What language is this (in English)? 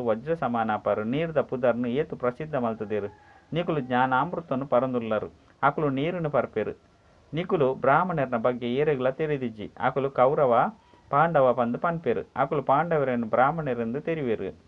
Tulu